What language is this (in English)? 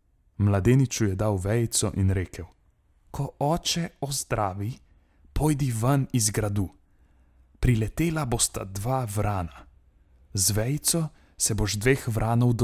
Slovenian